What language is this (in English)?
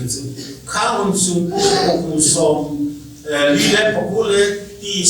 Hmar